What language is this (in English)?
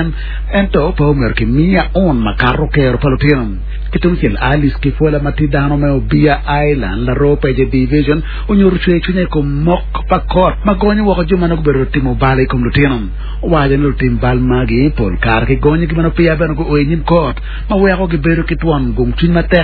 Acoli